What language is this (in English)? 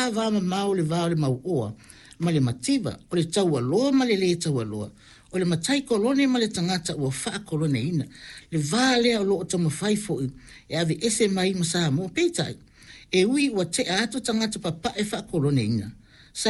Samoan